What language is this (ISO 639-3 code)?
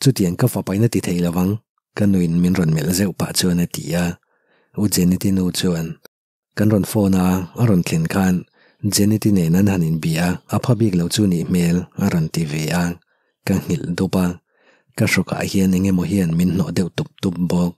lus